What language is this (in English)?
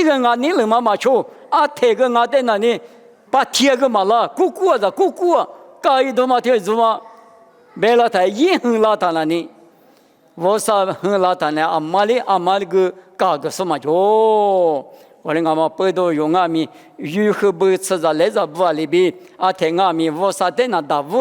Lisu